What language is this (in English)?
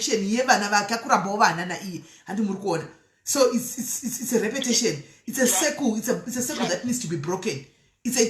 Shona